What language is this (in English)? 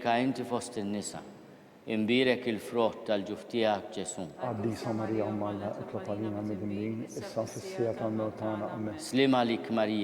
Maltese